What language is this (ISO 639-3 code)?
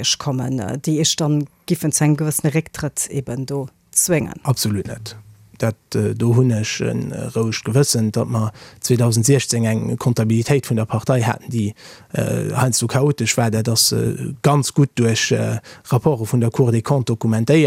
ltz